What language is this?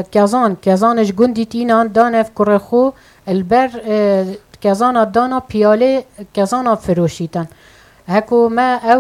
Kurdish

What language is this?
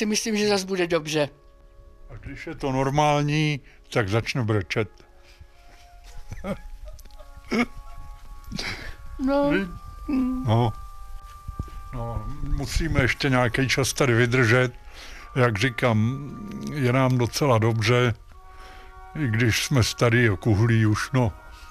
Czech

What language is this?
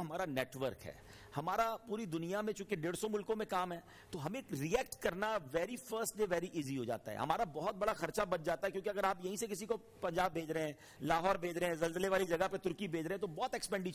Urdu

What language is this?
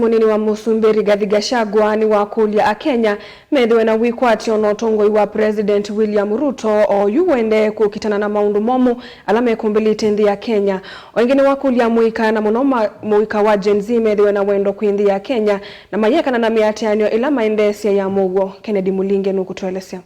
Kamba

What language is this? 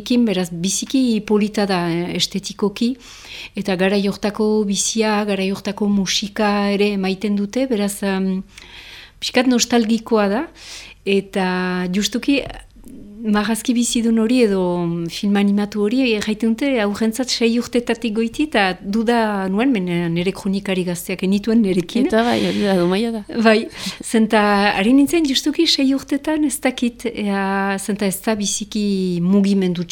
Basque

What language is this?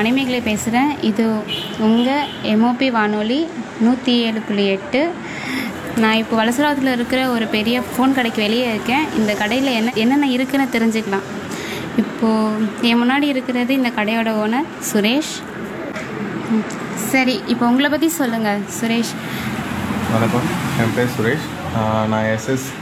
Tamil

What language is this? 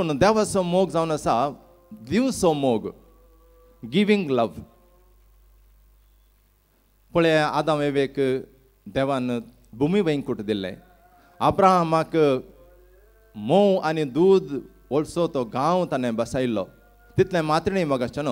Konkani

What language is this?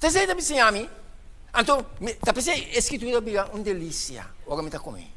Papiamento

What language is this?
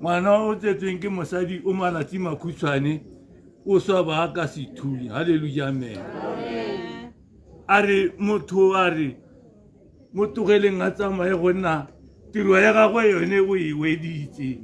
Tswana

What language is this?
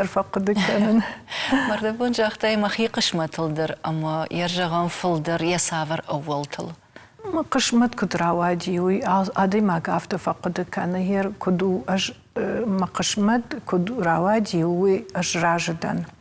Ossetic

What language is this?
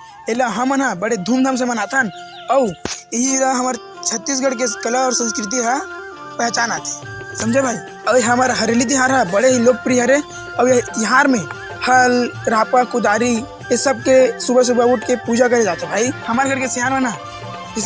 Chhattisgarhi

